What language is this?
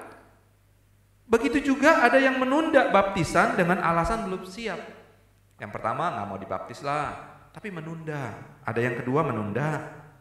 Indonesian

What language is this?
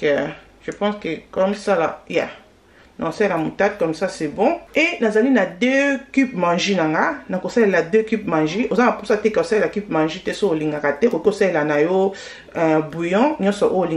Lingala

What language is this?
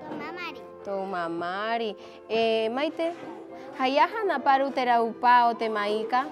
Rapanui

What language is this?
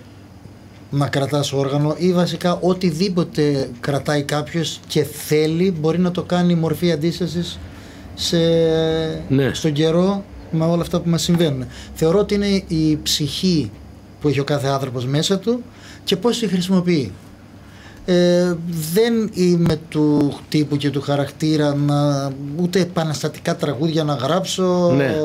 Greek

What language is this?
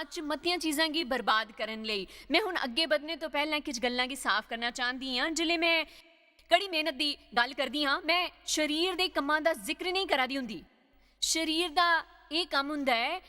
Dogri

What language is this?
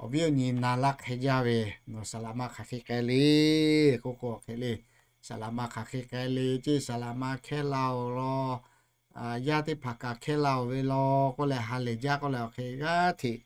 Lahu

